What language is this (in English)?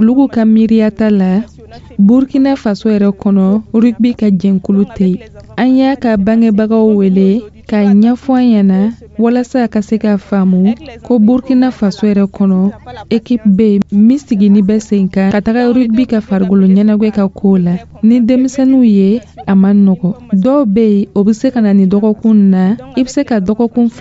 Dyula